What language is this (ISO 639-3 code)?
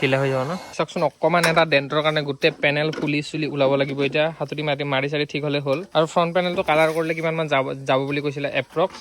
asm